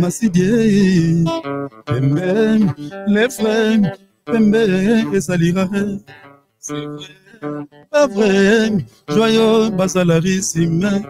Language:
Lingala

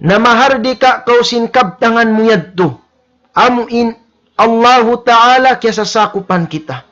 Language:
Tausug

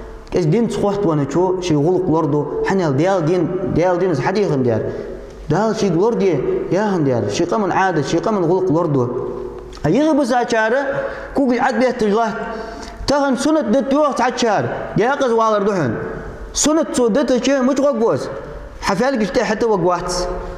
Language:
Ingush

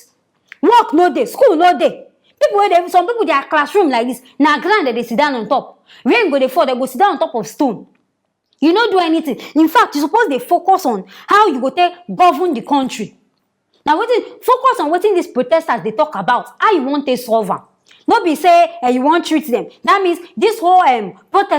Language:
Nigerian Pidgin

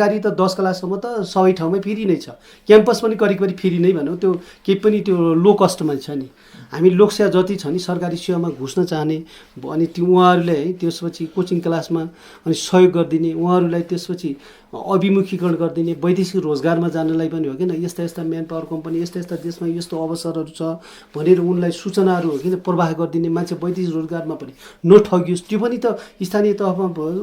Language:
Nepali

